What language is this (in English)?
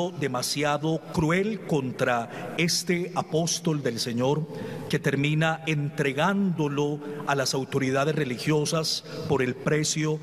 Spanish